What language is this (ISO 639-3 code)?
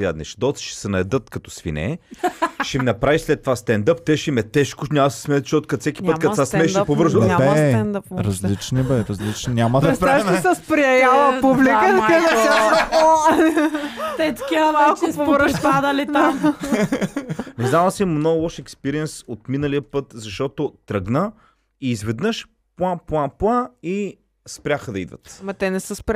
bul